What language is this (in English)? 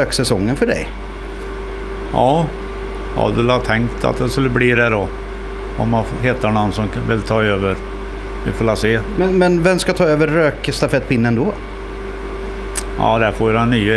Swedish